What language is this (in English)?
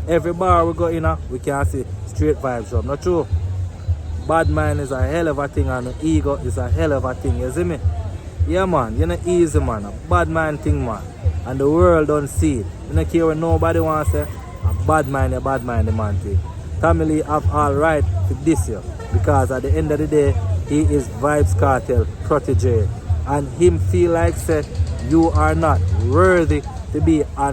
Jamaican Creole English